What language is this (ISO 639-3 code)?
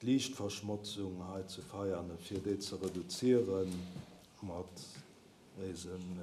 ltz